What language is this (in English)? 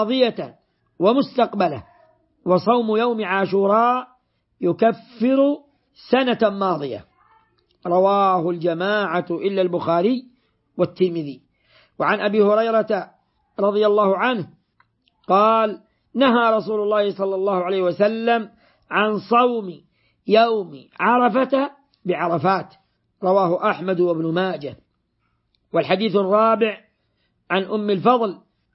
Arabic